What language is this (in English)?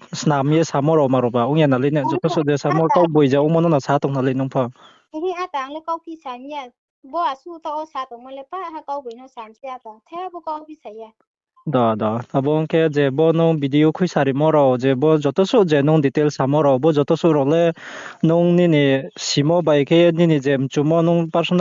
Riang (India)